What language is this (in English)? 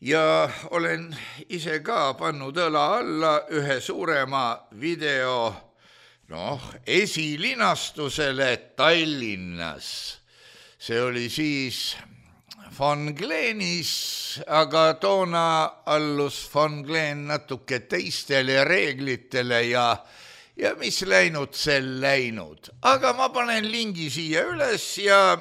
Estonian